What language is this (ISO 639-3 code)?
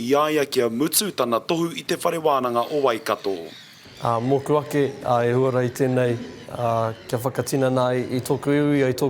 mri